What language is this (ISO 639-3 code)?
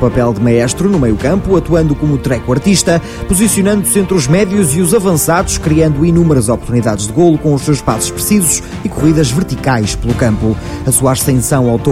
por